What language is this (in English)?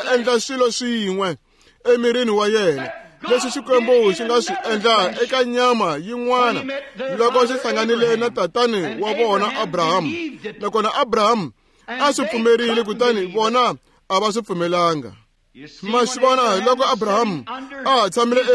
Tsonga